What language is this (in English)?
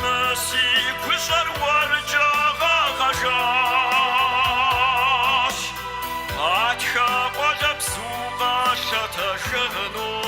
Kabardian